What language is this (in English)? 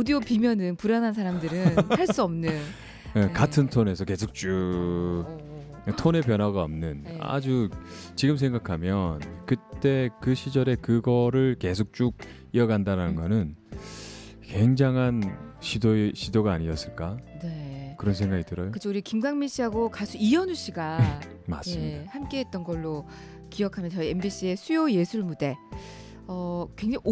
Korean